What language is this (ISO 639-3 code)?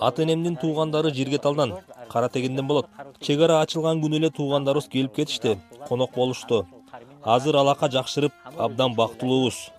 kir